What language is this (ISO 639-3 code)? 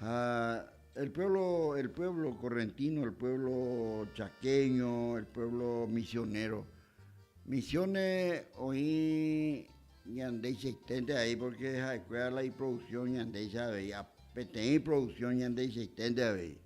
grn